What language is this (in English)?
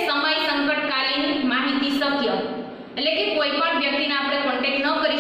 Gujarati